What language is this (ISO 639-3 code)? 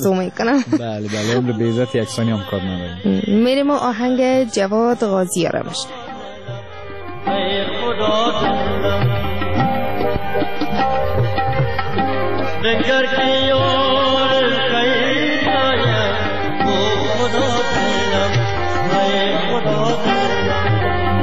fas